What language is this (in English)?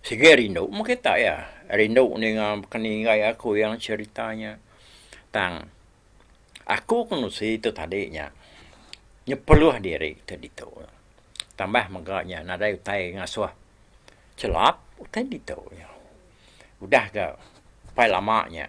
Iban